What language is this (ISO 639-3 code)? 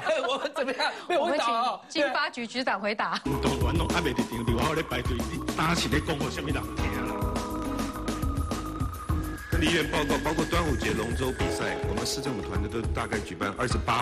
zho